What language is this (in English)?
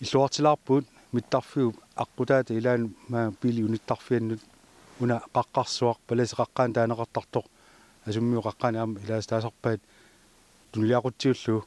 Kalaallisut